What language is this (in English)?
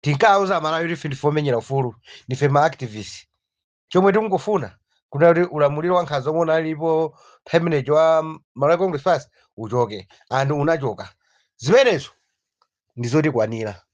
Nyanja